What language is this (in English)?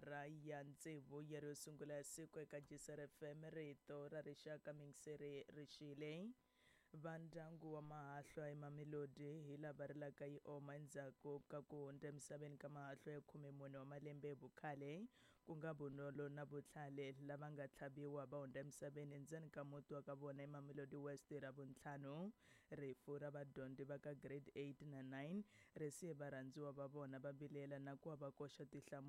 Tsonga